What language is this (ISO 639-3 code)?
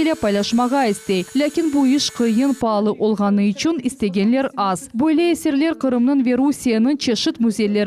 crh